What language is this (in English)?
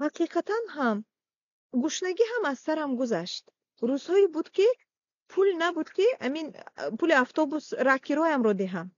Tajik